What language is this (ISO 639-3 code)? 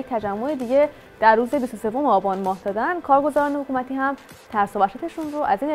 fas